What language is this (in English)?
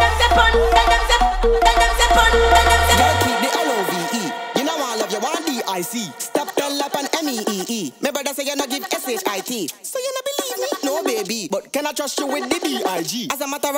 English